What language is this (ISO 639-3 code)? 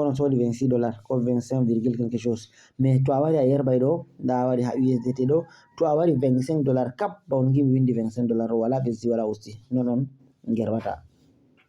ful